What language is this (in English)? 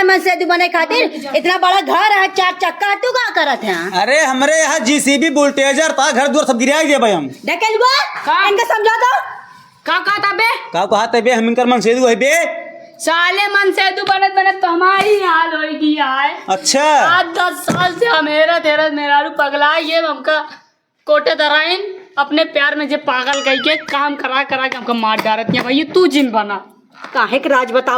Awadhi